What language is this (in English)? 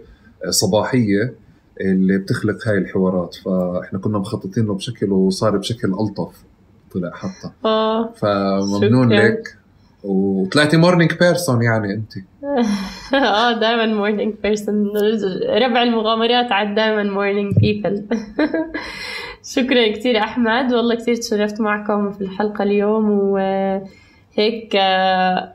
North Levantine Arabic